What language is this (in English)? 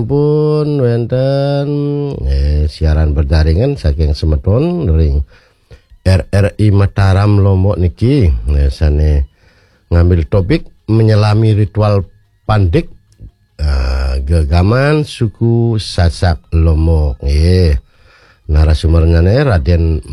Balinese